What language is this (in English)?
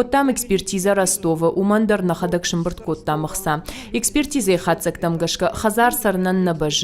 Ossetic